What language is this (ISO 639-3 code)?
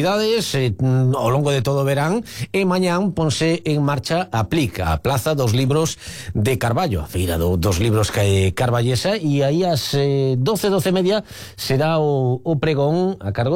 glg